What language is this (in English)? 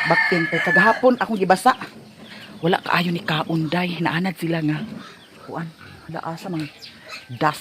Cebuano